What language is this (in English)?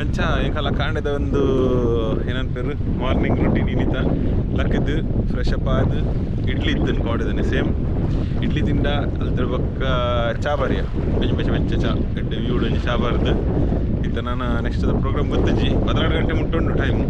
Tulu